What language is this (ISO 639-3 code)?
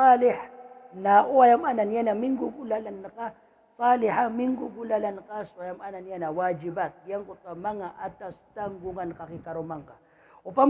mrw